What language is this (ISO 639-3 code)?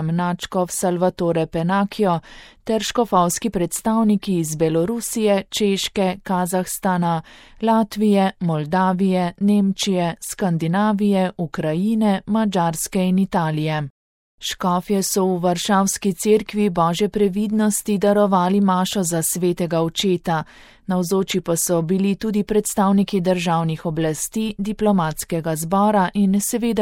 slv